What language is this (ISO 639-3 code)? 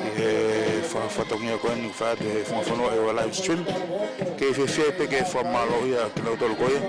ton